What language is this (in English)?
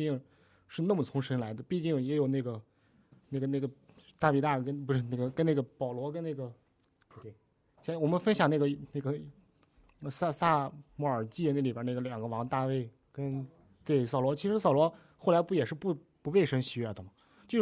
Chinese